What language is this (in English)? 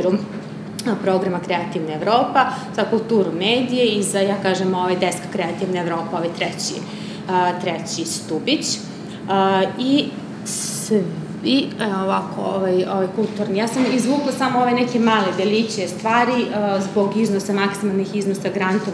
Serbian